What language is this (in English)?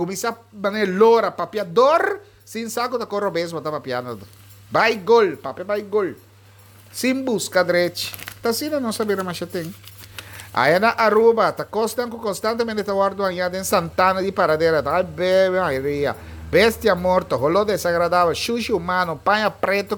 Papiamento